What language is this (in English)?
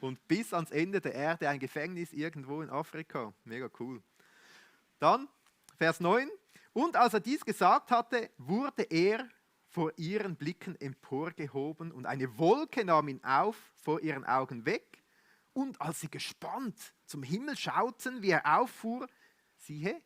Swiss German